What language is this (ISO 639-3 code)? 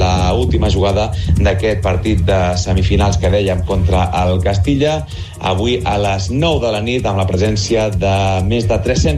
cat